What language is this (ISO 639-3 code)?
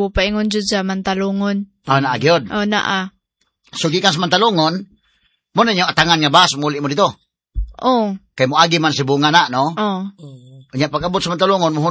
ceb